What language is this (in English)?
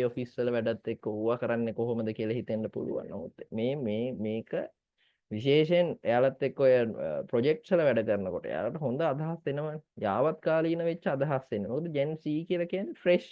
Sinhala